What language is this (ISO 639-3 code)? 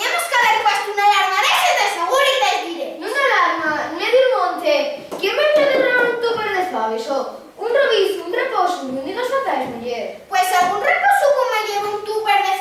ast